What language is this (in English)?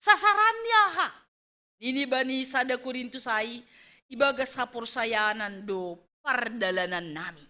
Batak Simalungun